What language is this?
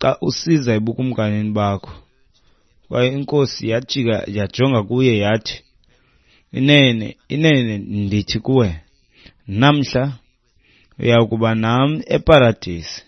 Xhosa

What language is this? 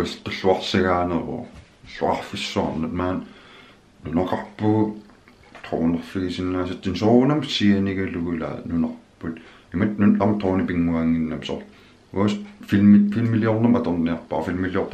Kalaallisut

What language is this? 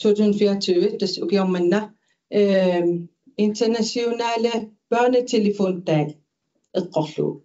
Kalaallisut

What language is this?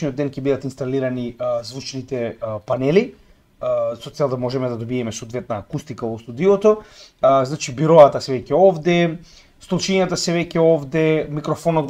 Macedonian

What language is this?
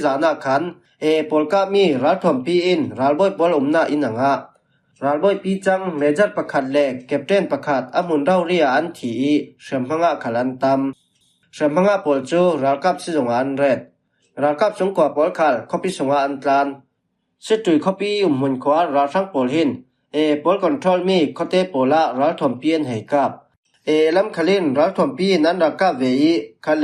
Falam Chin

